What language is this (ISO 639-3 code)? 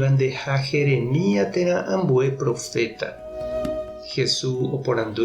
grn